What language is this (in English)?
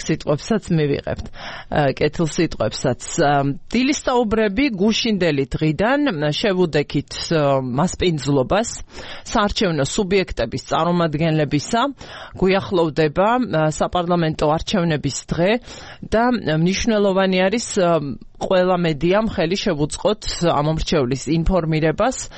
Georgian